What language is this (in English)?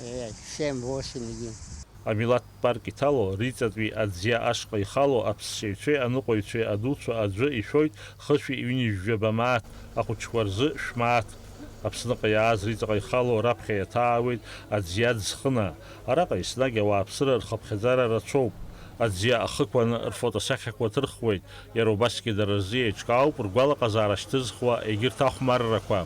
Abkhazian